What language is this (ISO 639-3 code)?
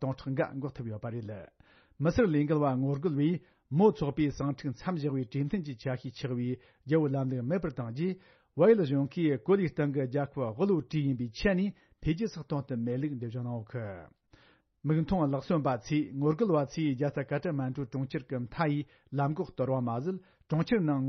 bod